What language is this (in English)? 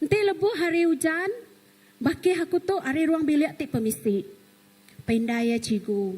Iban